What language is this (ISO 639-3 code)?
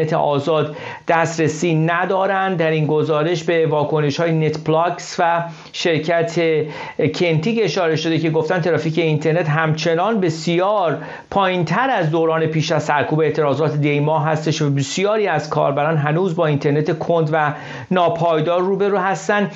fas